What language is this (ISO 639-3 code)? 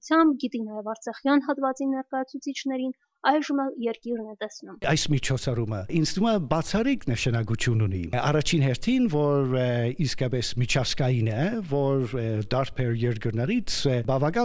hye